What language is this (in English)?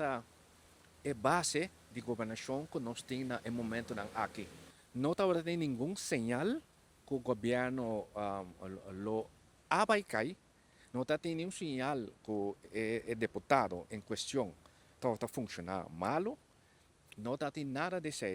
Papiamento